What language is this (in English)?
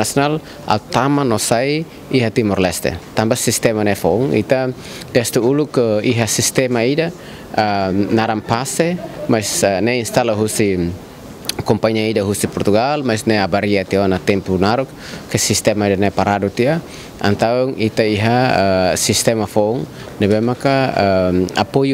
Tetum